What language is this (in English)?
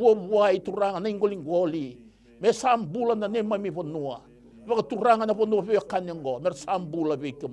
Fijian